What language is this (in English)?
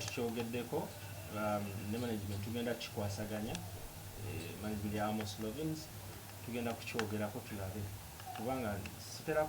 Ganda